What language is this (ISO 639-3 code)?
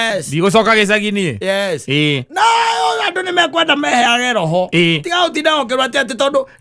kik